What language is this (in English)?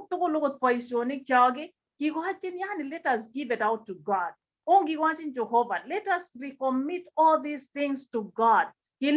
Kalenjin